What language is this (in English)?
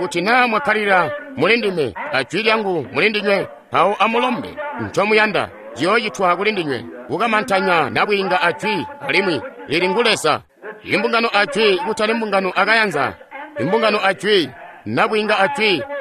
Tonga (Zambia)